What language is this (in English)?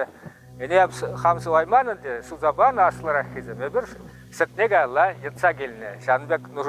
Chuvash